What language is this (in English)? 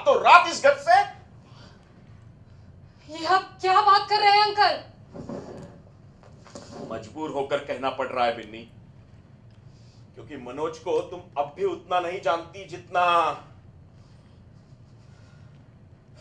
Hindi